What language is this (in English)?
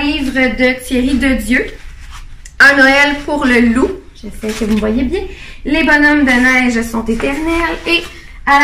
French